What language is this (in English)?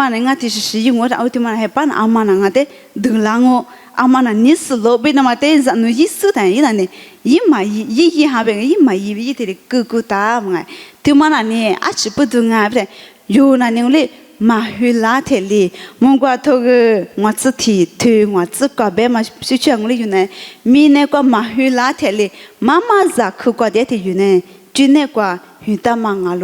Lisu